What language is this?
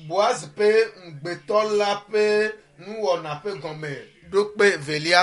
Ewe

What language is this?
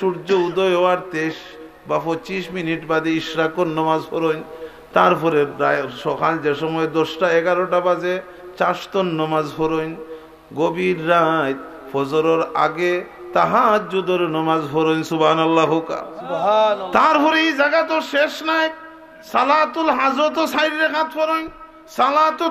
Sylheti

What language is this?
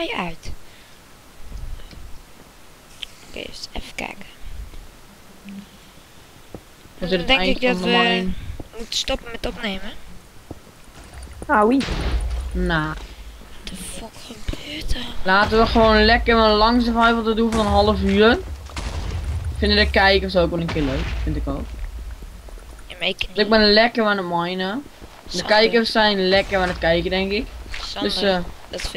Dutch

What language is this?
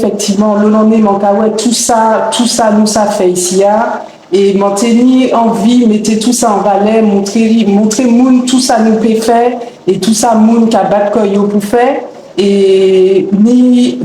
Guadeloupean Creole French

